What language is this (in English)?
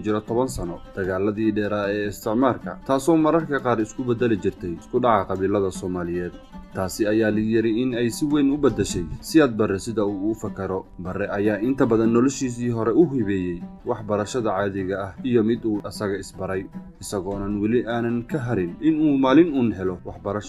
Somali